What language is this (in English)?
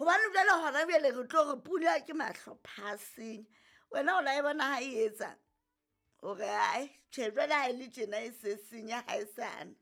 Southern Sotho